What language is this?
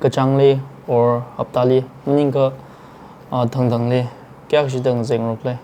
Tangkhul Naga (India)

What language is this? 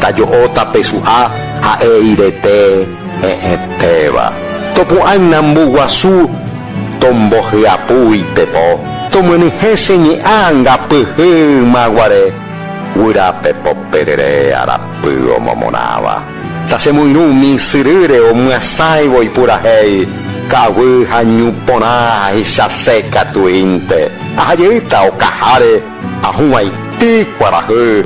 Guarani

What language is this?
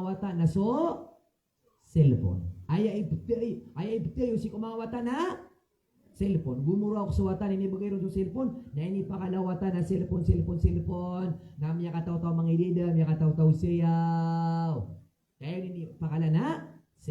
Maranao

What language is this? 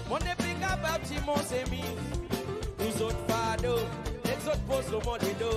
Seselwa Creole French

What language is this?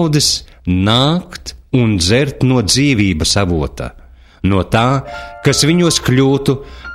Latvian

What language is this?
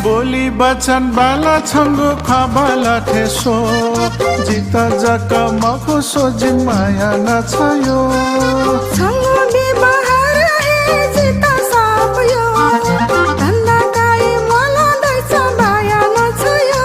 Newari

